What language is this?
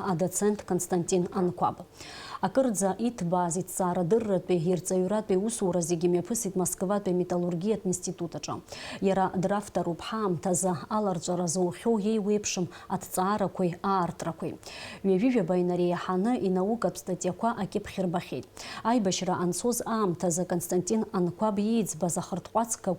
Abkhazian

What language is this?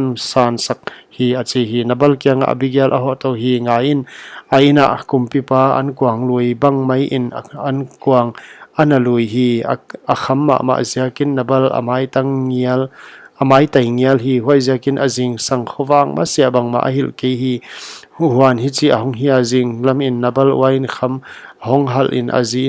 Paite Chin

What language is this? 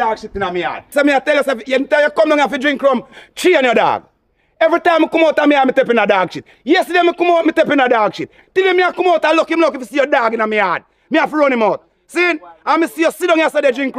Jamaican Creole English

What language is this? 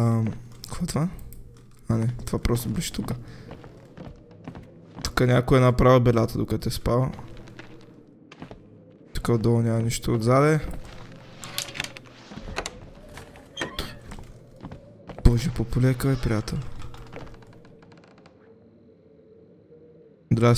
Bulgarian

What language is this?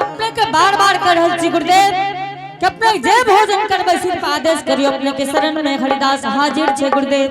Angika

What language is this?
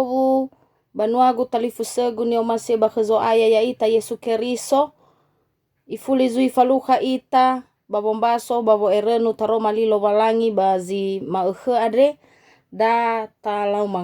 Nias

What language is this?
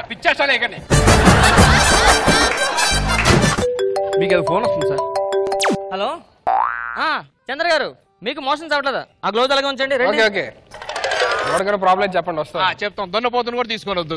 Telugu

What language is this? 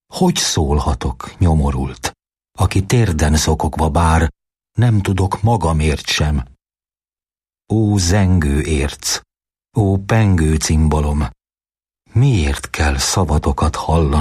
Hungarian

